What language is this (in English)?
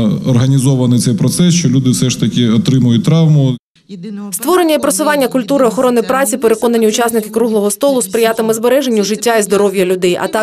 Ukrainian